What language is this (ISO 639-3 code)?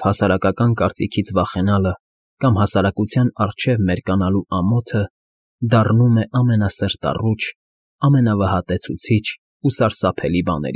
hye